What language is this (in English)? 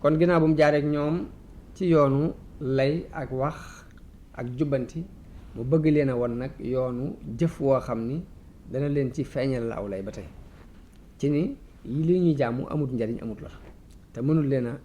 Wolof